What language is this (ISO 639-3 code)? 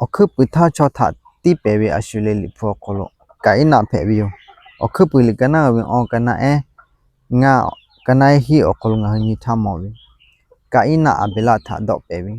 lhu